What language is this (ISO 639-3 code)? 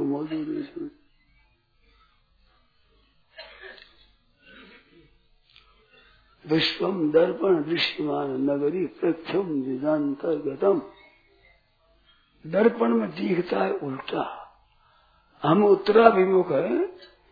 hin